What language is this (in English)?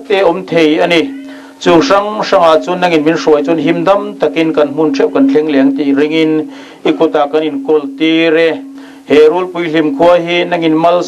Mizo